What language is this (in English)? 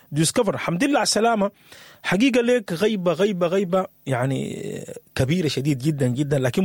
Sudanese Arabic